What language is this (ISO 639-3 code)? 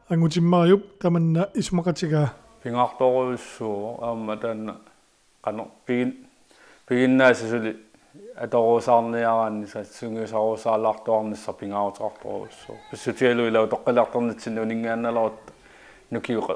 kal